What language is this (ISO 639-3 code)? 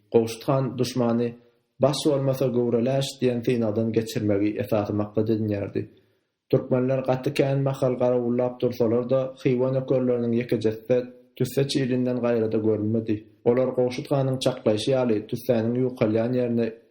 tuk